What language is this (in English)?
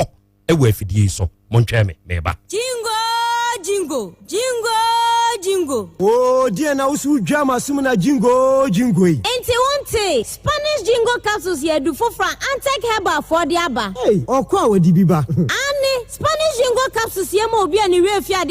Akan